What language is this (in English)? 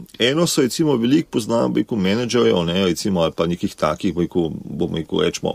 Slovenian